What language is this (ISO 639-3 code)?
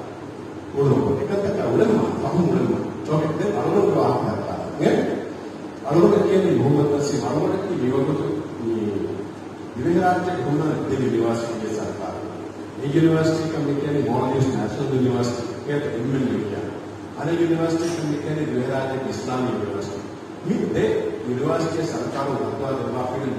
div